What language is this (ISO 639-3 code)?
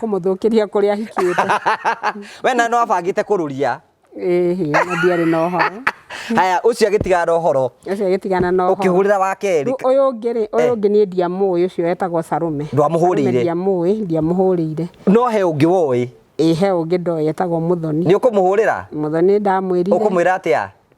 kik